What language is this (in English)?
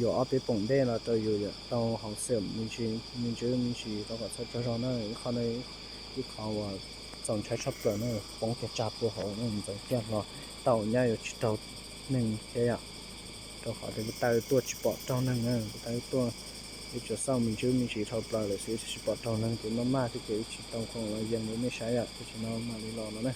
Hmong